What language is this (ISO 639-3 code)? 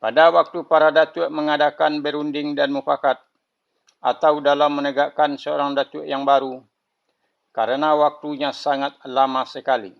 min